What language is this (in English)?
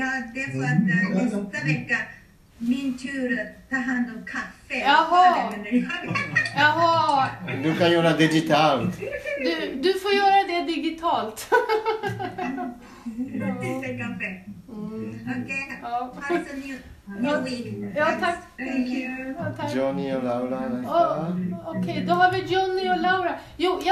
Swedish